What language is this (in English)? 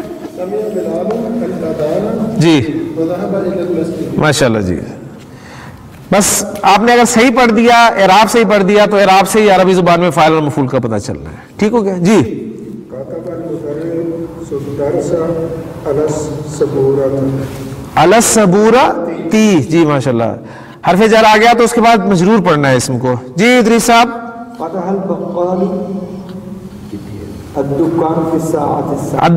Urdu